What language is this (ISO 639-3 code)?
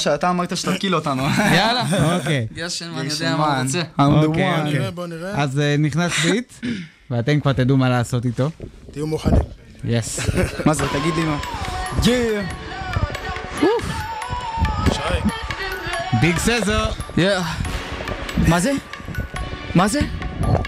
heb